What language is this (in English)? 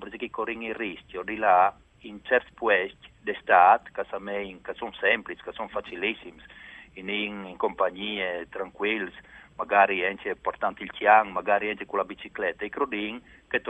Friulian